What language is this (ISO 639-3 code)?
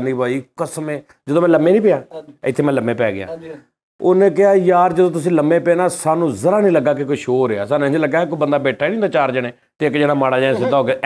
pan